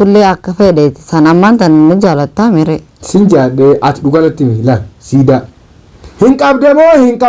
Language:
Oromo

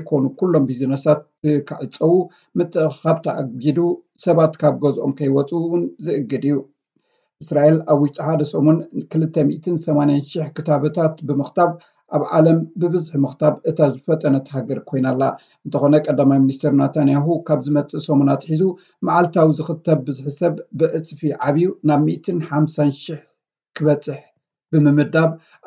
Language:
Tigrinya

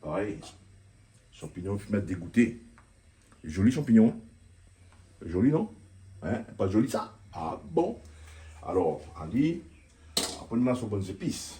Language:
Réunion Creole French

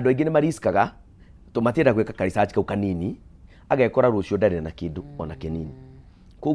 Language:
Kikuyu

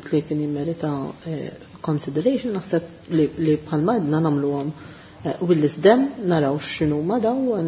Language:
Maltese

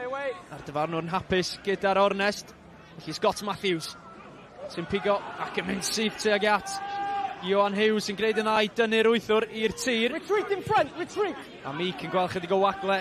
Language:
Welsh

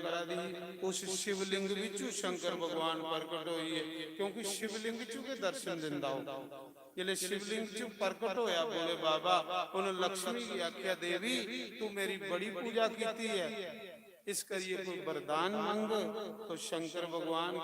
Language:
Dogri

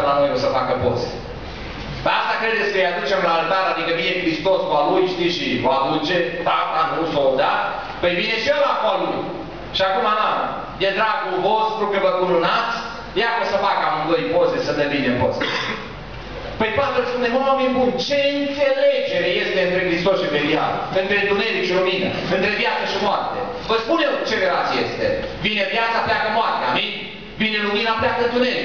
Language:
Romanian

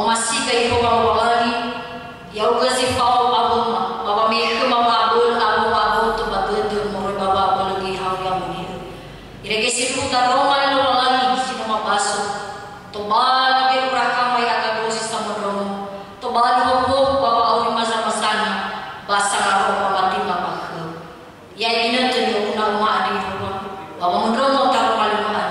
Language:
Nias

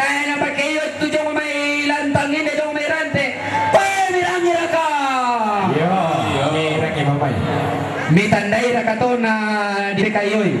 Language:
Toraja-Sa'dan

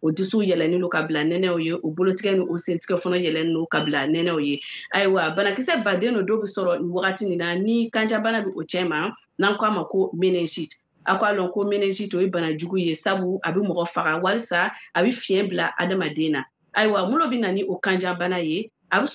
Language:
Bambara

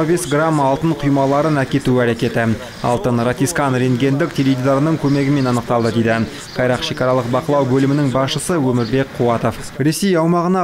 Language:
Kazakh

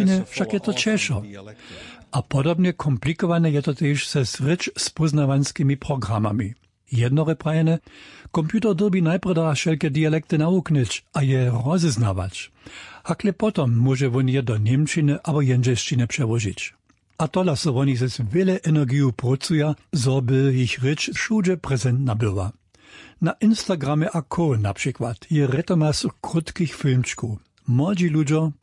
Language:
Upper Sorbian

